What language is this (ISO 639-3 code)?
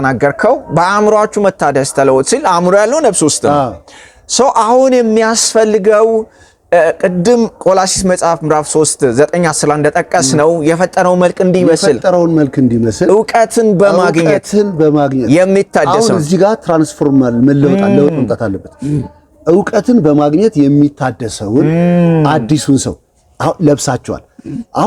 amh